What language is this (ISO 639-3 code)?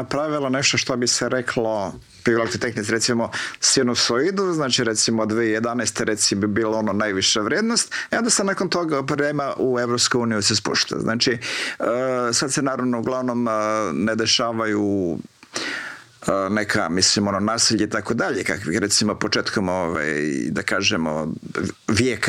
hrv